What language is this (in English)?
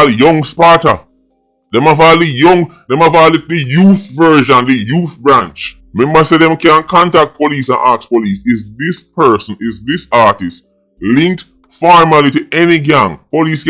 Jamaican Creole English